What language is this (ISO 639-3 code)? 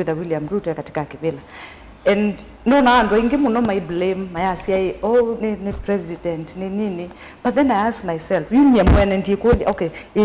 kam